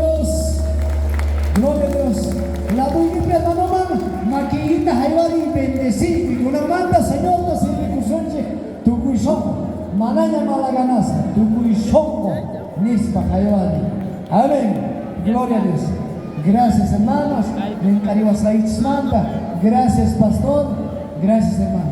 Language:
South Bolivian Quechua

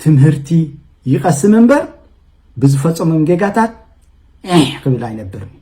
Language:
Tigrinya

